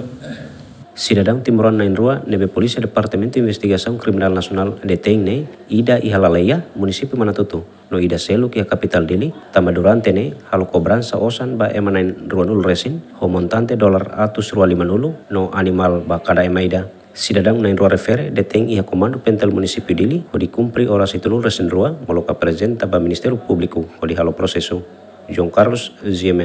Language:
Tetum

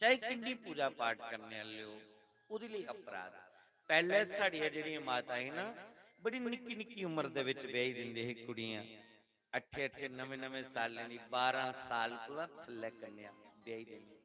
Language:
Dogri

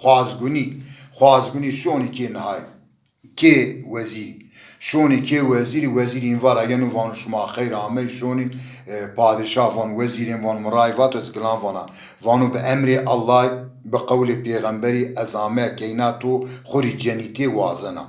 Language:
Zaza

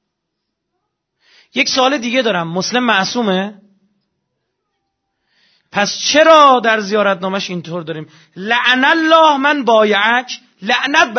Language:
Persian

